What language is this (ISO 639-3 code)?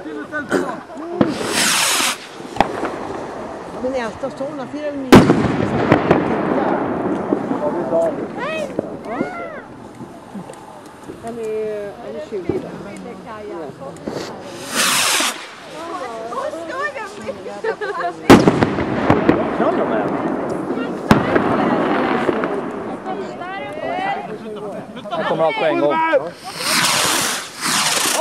swe